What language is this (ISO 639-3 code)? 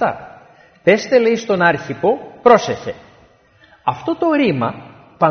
ell